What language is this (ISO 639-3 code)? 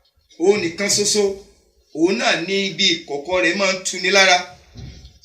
yor